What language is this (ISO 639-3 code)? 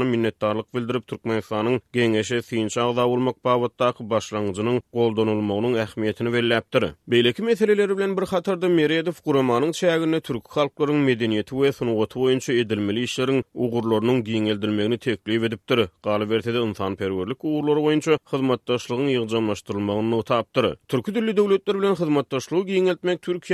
tuk